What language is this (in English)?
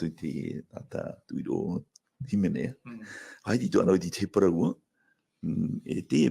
Tahitian